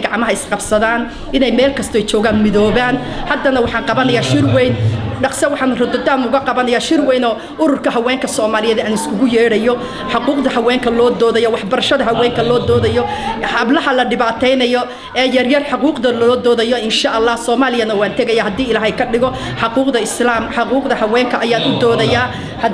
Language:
Somali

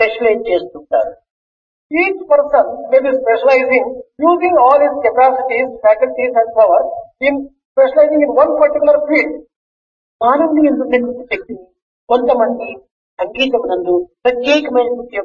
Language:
Telugu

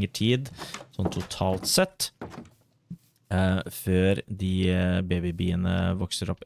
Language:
Norwegian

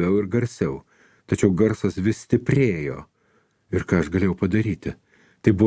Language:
Lithuanian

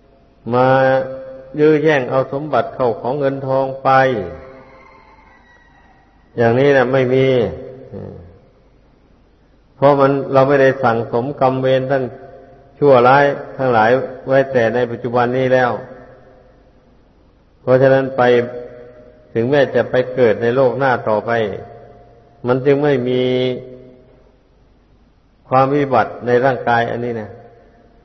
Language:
Thai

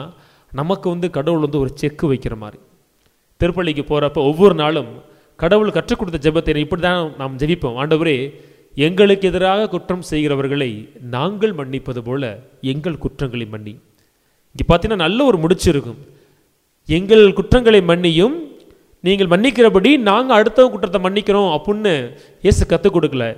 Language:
Tamil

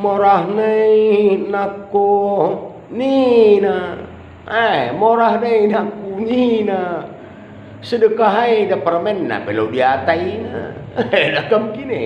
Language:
Batak Karo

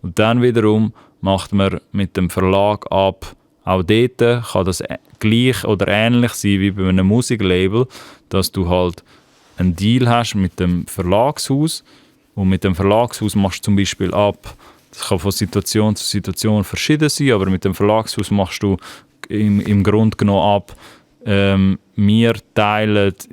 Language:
Swiss German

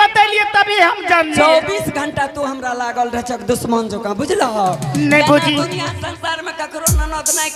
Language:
Angika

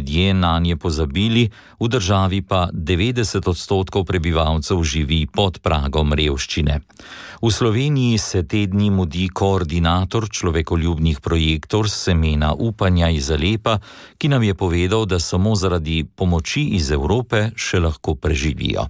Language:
Slovenian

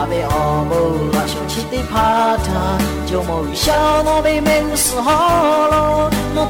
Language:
Lahu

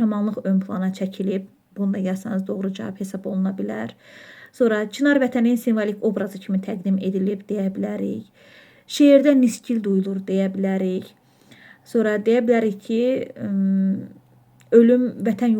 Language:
Azerbaijani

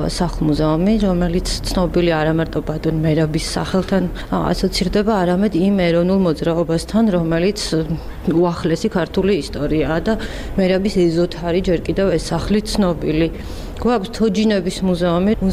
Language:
Georgian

